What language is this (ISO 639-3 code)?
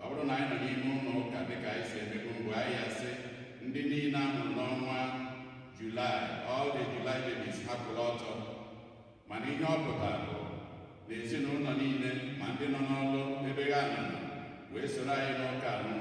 ibo